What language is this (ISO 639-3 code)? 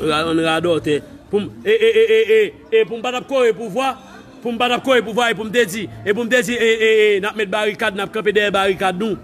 hat